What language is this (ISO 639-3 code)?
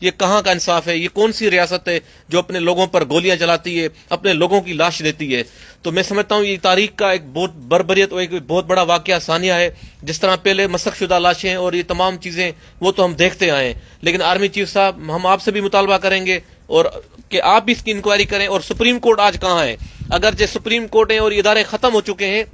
snd